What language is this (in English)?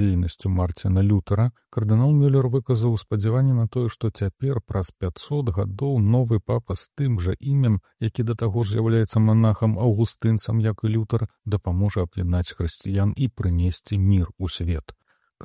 Belarusian